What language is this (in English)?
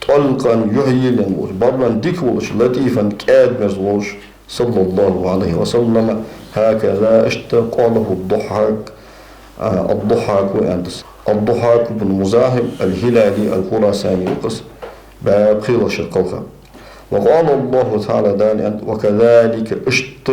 Ingush